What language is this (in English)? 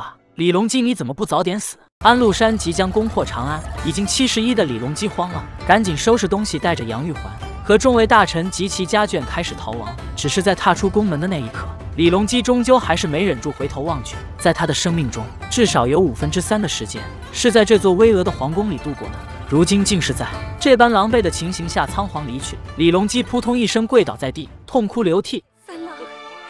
Chinese